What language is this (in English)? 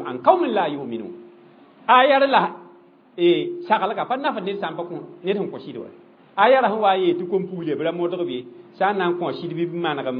Mossi